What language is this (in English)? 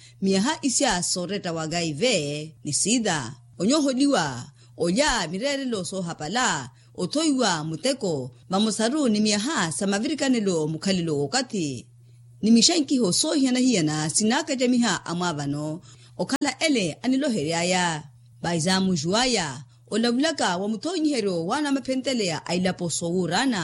Makhuwa